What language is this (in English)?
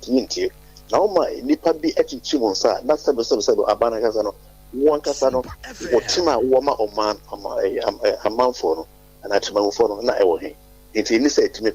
Akan